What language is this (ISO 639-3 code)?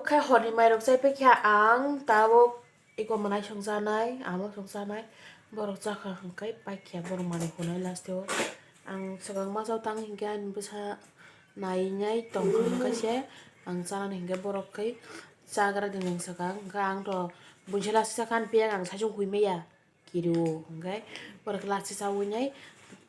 trp